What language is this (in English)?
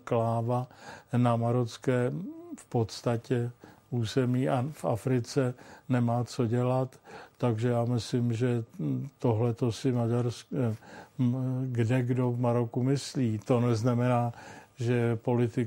Czech